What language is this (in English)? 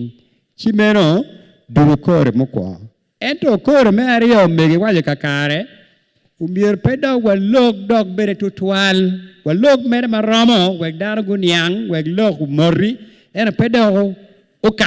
Acoli